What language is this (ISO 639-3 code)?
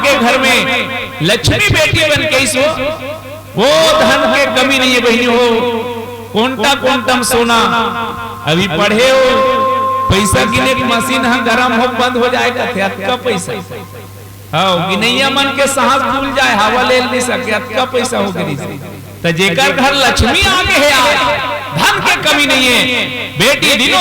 hne